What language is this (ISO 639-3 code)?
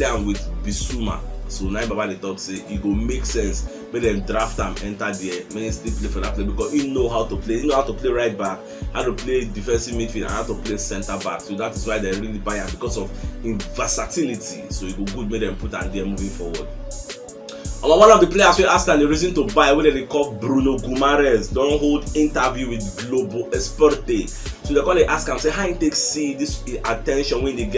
pcm